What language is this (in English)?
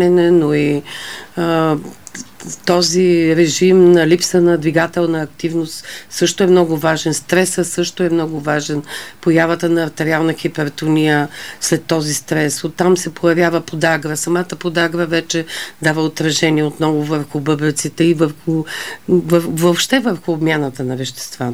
Bulgarian